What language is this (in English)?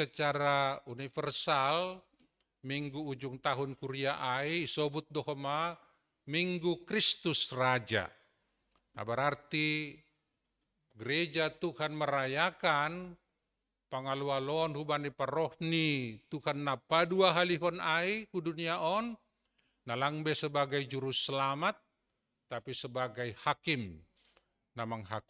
Batak Simalungun